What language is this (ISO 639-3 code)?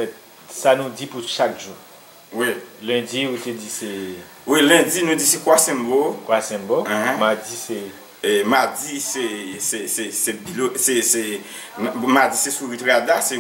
hat